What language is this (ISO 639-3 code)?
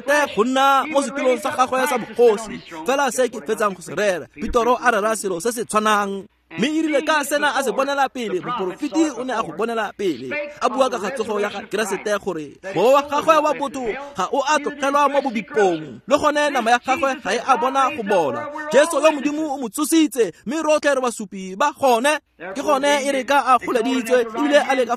tsn